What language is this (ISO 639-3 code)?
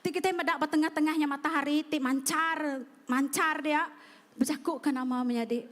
iba